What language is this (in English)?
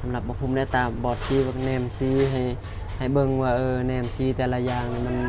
Lao